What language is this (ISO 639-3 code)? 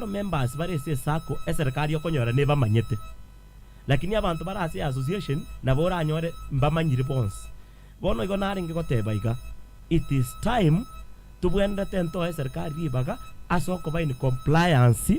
guz